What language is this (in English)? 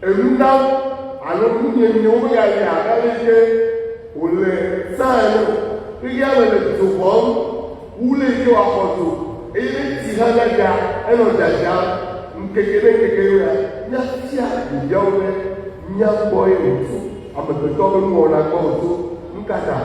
Ewe